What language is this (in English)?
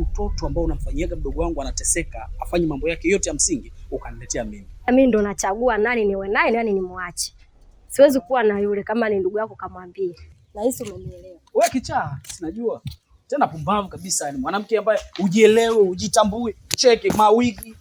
Swahili